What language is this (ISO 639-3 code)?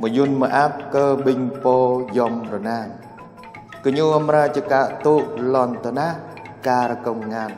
jra